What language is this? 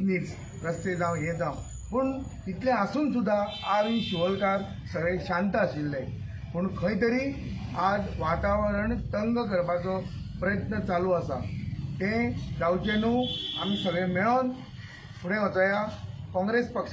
Konkani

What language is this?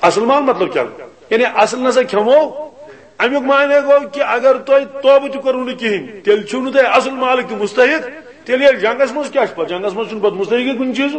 Kashmiri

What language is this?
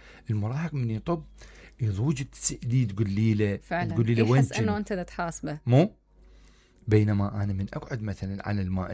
Mesopotamian Arabic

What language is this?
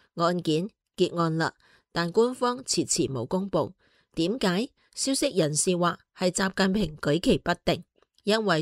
Cantonese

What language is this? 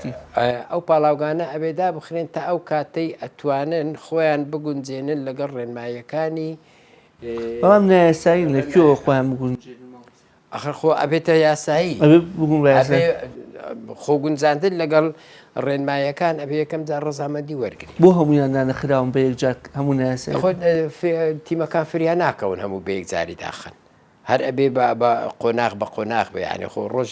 Central Kurdish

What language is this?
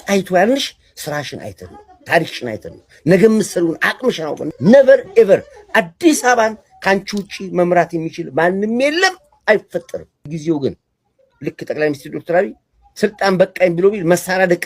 Amharic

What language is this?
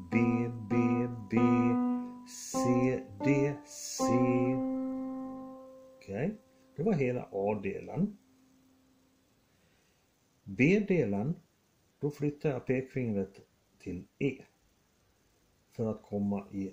Swedish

